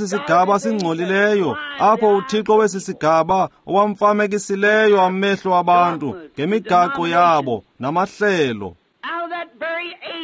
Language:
Xhosa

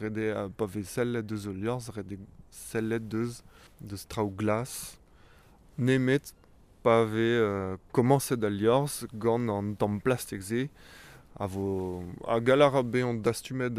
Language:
Breton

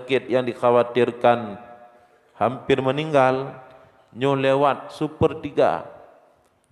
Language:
Achinese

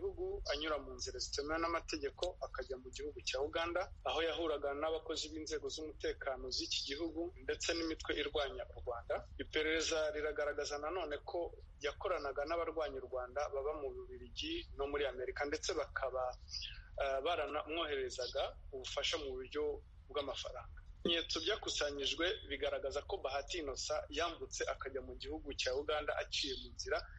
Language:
Kinyarwanda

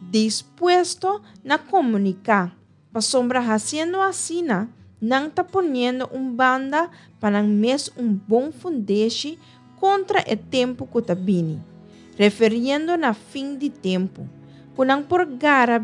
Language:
Papiamento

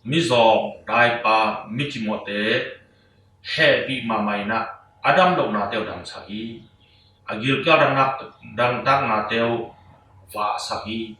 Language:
Tedim Chin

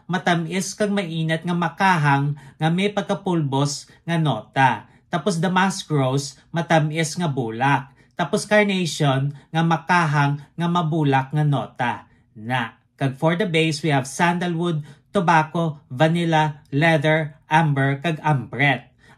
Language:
Hiligaynon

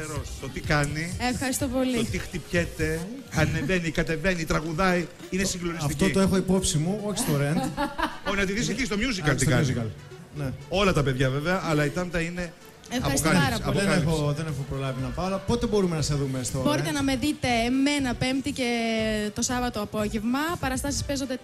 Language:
Greek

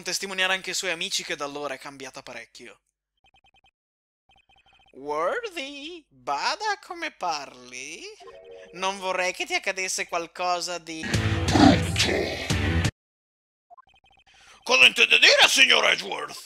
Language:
Italian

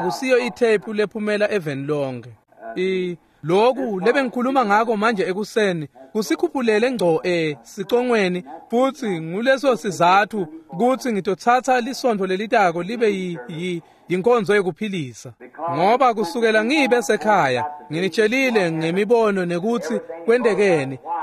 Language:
Swati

